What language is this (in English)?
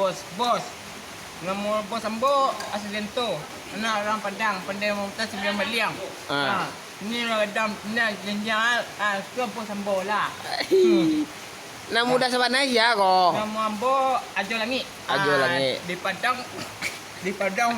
Minangkabau